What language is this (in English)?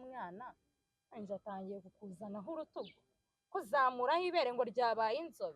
Kinyarwanda